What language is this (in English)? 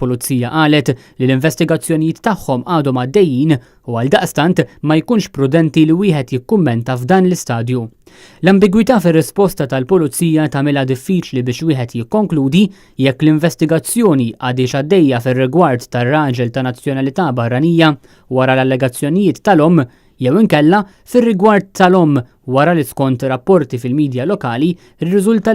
Maltese